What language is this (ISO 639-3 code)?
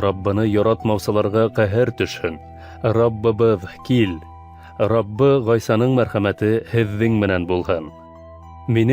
bak